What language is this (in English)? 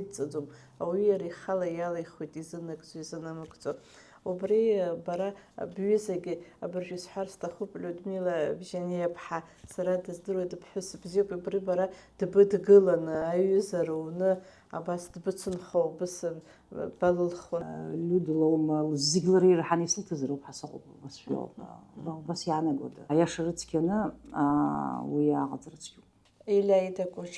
Abkhazian